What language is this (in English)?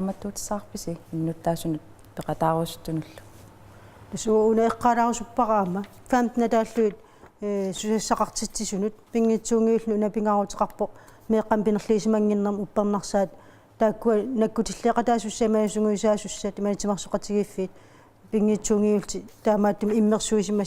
Kalaallisut